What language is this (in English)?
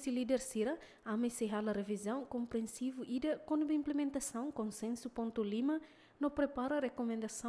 Tetum